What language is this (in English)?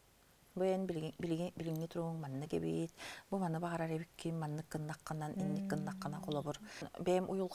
Yakut